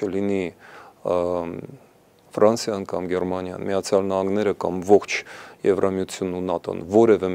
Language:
Armenian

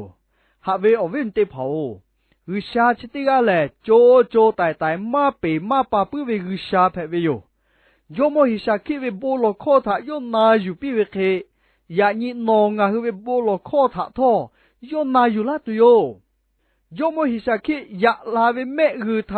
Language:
Lahu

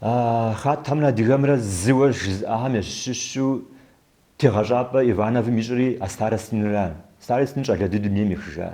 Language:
Kabardian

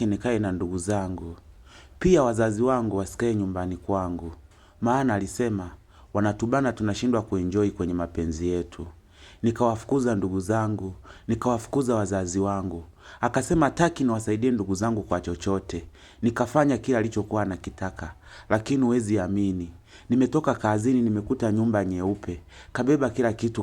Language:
Swahili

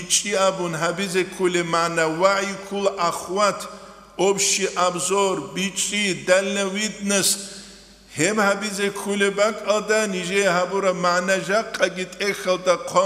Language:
Avaric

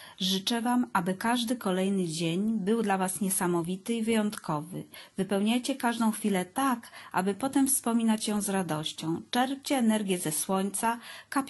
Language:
Polish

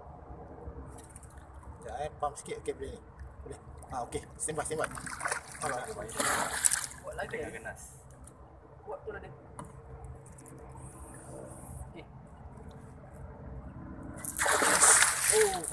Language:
Malay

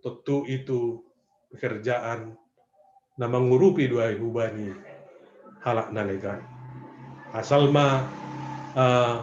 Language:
Batak Simalungun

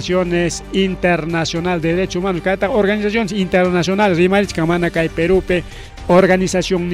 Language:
Ayacucho Quechua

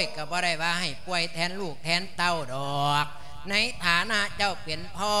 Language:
Lao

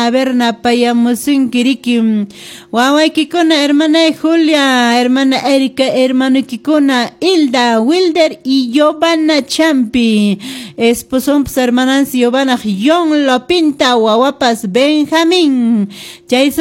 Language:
Quechua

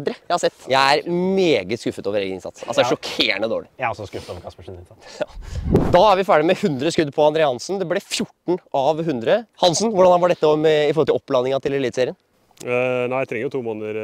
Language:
Norwegian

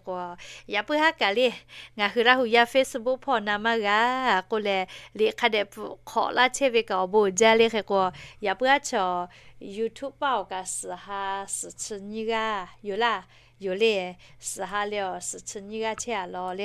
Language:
Lahu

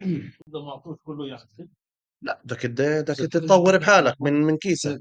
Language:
North Levantine Arabic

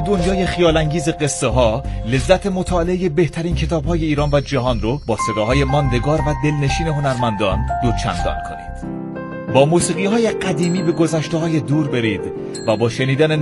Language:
Persian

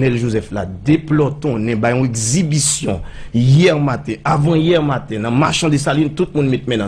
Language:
Haitian Creole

